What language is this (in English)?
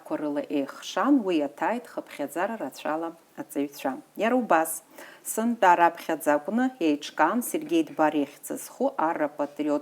Abkhazian